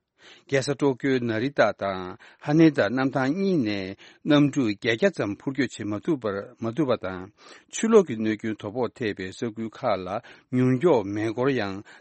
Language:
Tibetan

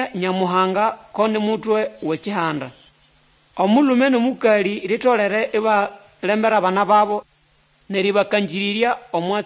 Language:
Nande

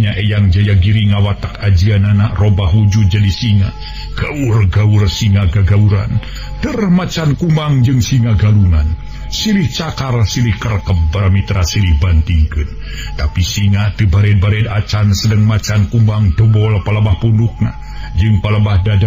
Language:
Sundanese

